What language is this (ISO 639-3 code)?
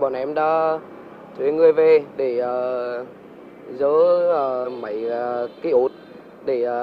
vie